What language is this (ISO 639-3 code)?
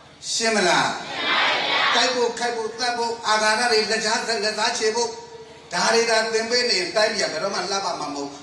mya